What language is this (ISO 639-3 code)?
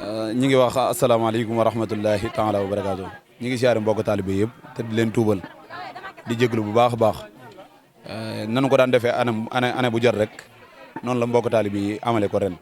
wol